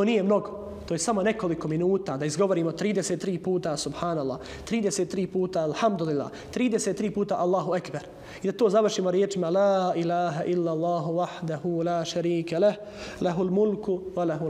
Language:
Bosnian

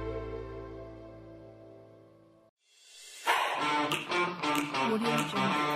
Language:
Chinese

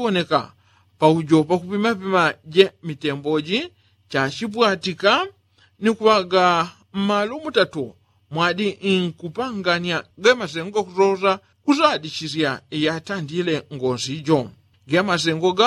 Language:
Yao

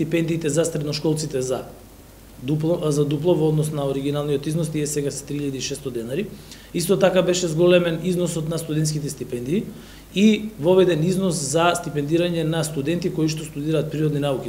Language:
Macedonian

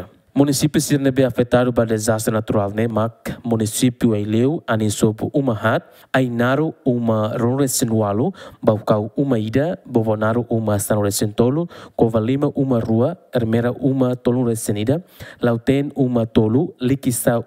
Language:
Tetum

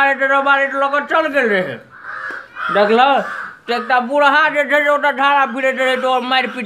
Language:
Maithili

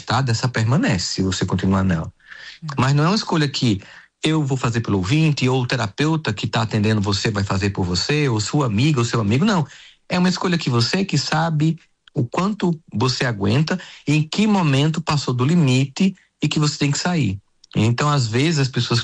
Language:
Portuguese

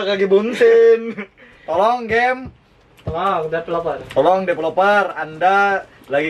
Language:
Banjar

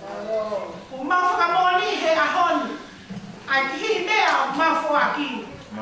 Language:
Tongan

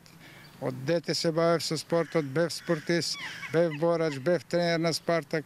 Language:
Macedonian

